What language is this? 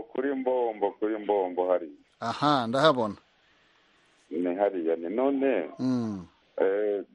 Kinyarwanda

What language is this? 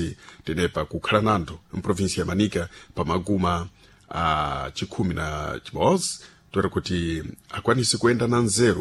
Sena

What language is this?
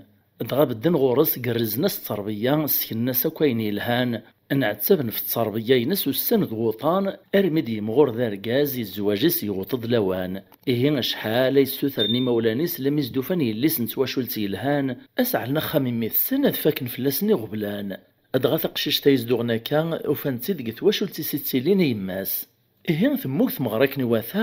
Kabyle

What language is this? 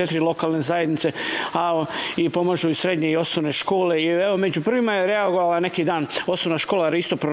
Serbian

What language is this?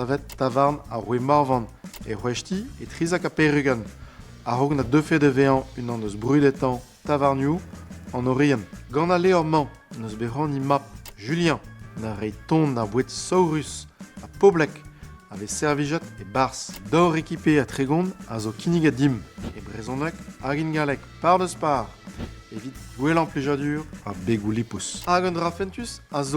Breton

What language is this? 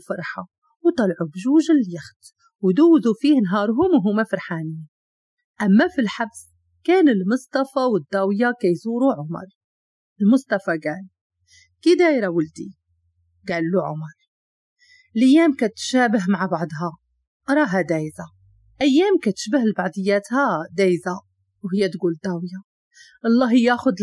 Moroccan Arabic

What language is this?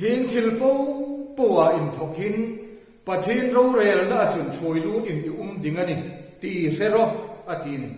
Hmar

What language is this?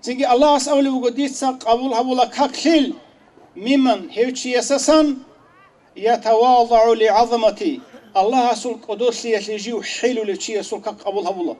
Avaric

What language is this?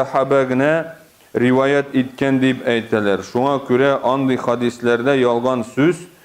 Tatar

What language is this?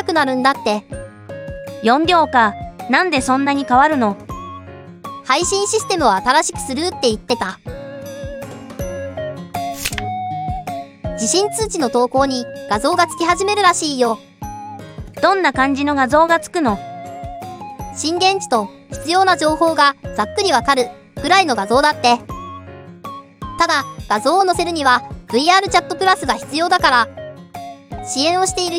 Japanese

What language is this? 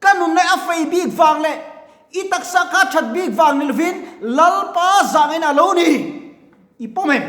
Mizo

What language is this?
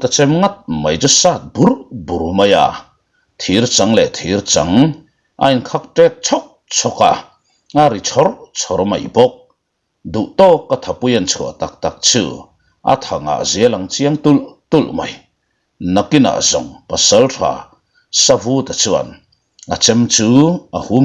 Mizo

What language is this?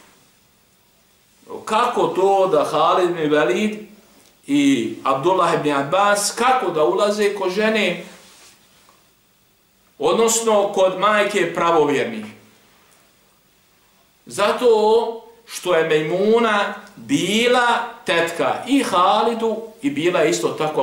Bosnian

